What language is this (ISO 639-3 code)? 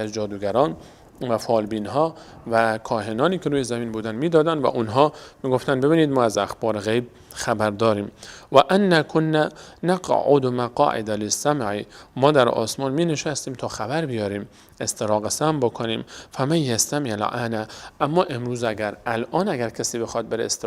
fas